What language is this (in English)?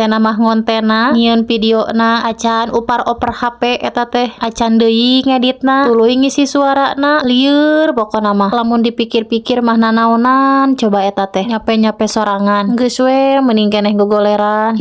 Sundanese